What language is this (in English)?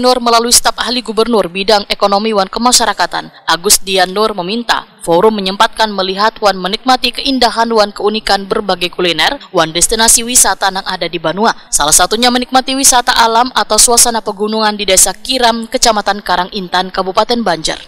Banjar